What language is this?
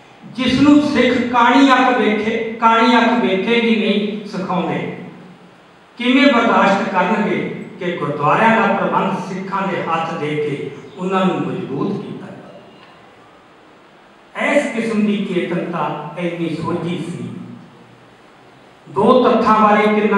Punjabi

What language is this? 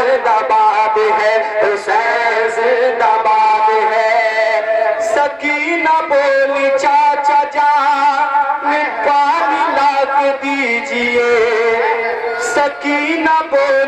Urdu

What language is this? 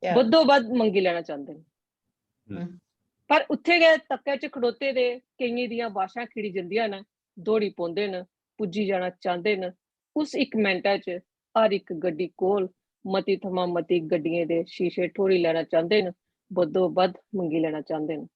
Dogri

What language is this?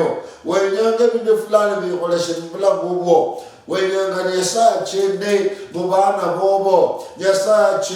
Luyia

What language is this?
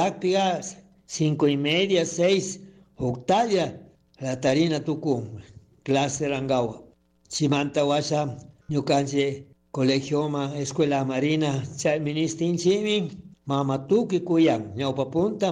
Chimborazo Highland Quichua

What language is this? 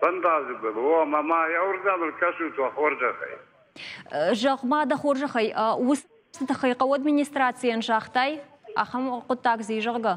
Ossetic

